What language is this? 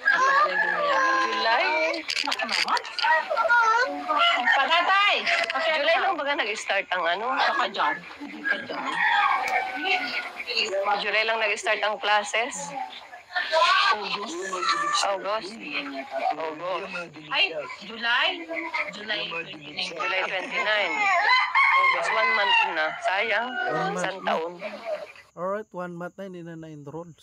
Filipino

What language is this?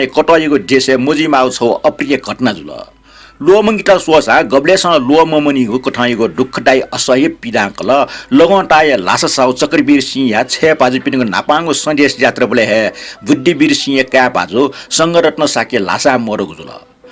Newari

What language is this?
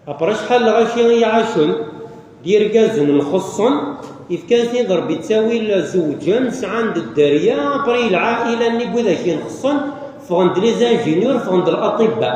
Kabyle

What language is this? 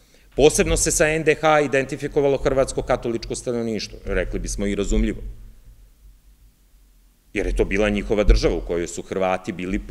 Serbian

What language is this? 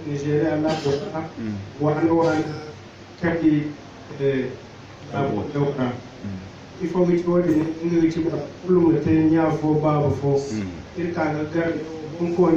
Zarma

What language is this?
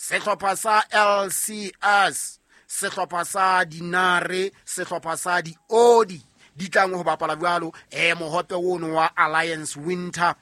Southern Sotho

